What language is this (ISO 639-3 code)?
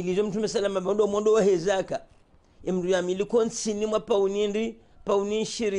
zdj